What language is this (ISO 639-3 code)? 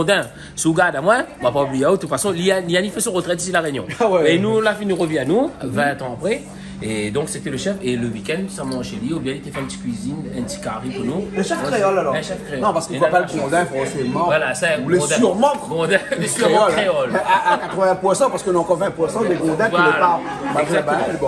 rcf